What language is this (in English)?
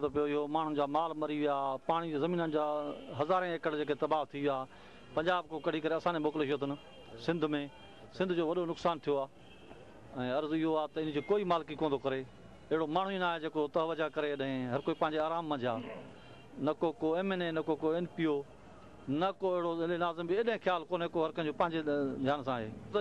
Sindhi